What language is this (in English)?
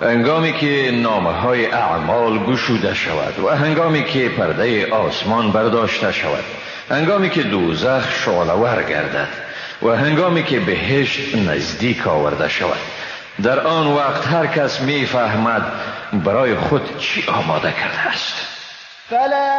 Persian